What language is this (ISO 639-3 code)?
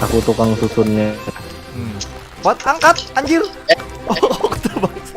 bjn